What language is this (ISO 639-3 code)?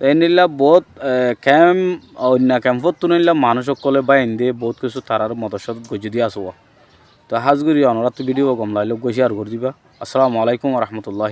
rhg